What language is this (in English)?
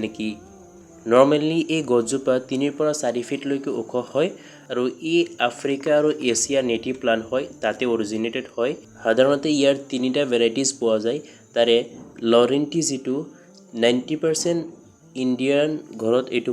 Assamese